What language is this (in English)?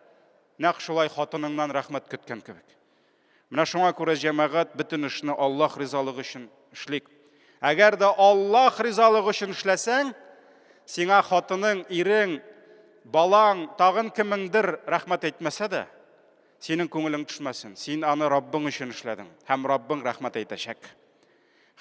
Tatar